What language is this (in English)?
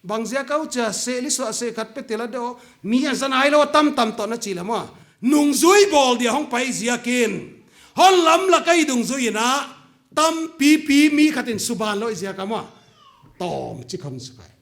Paite Chin